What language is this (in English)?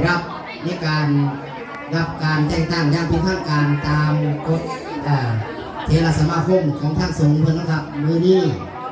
Northeastern Thai